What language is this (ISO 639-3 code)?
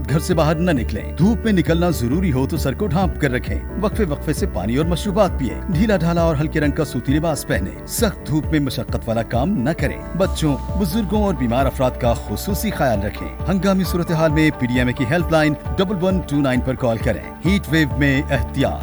urd